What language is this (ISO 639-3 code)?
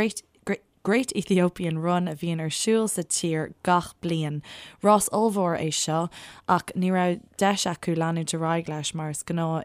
gle